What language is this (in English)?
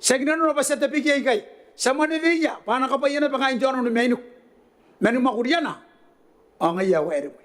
Gilbertese